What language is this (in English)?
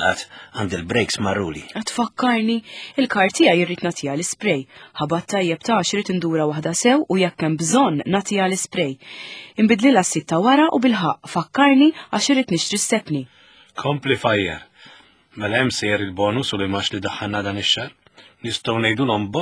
Maltese